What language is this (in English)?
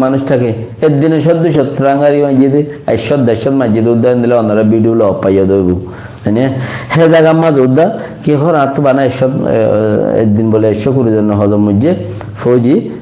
Rohingya